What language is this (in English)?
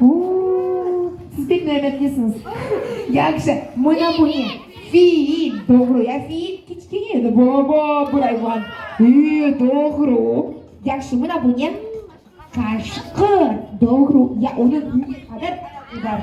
Crimean Tatar